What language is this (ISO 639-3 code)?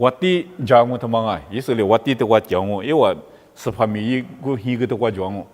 lis